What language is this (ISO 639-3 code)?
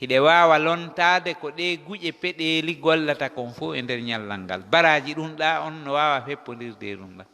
ful